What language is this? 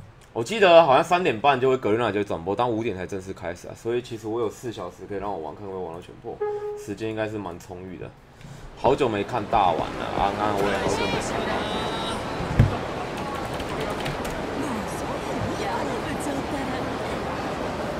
Chinese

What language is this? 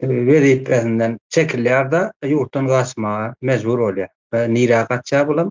Turkmen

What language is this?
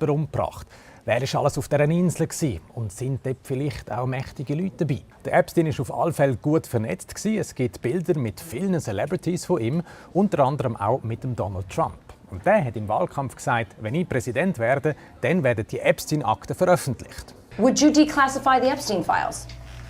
Swiss German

